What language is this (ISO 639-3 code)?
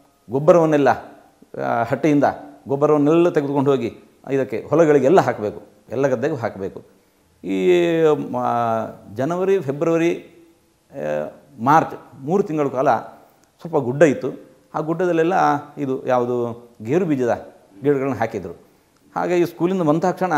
kan